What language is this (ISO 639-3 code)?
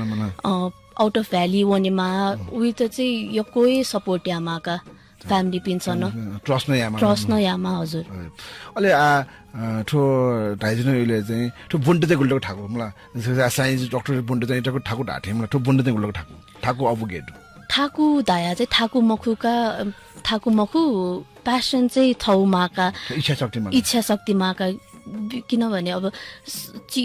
new